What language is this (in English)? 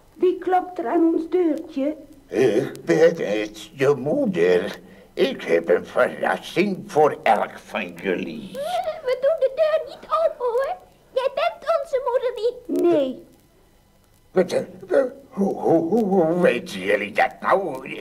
Dutch